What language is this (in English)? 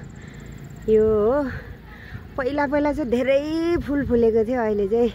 Nepali